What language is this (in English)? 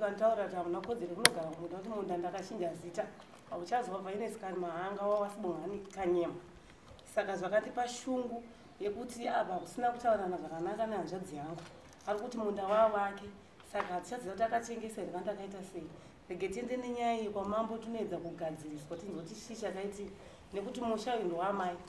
Shona